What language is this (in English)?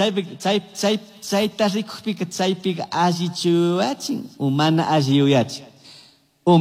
Chimborazo Highland Quichua